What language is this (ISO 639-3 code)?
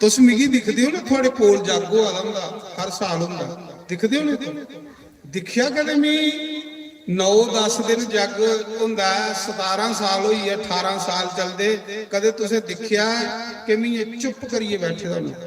doi